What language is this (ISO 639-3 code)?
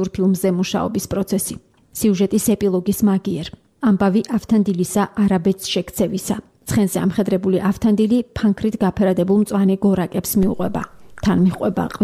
kat